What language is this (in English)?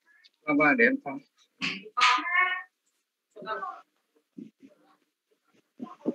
Vietnamese